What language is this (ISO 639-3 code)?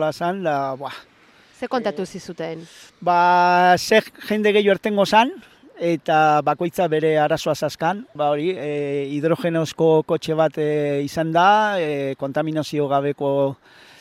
eus